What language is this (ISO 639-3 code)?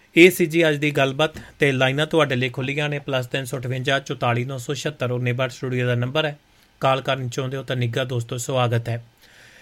pan